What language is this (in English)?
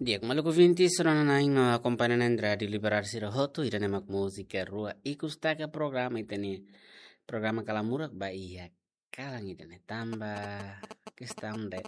Tetum